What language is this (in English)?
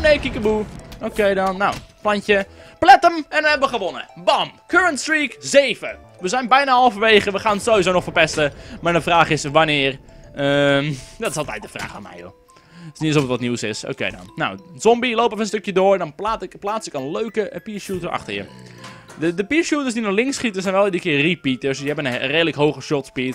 Dutch